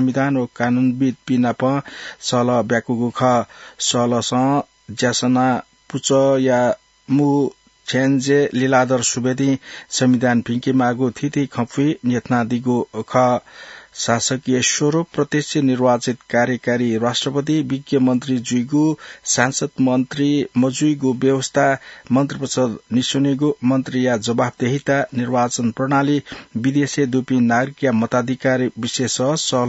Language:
Newari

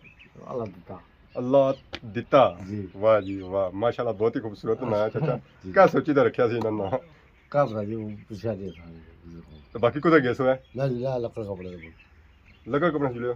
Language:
Pahari-Potwari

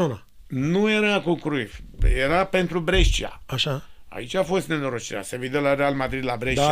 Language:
Romanian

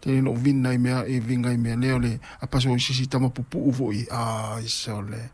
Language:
Samoan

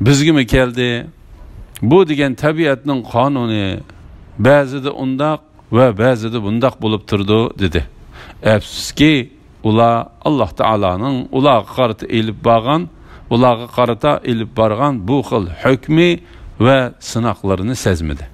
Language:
Uyghur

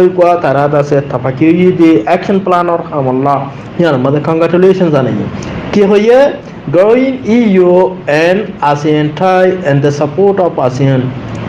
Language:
Rohingya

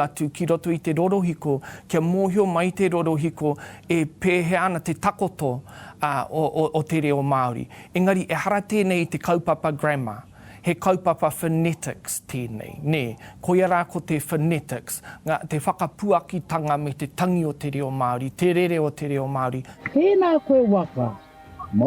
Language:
Māori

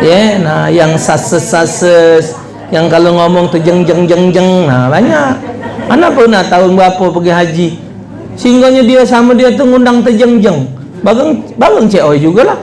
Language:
Musi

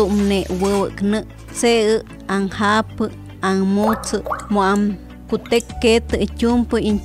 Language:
Spanish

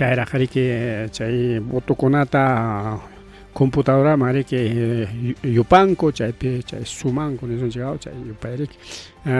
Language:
Ayacucho Quechua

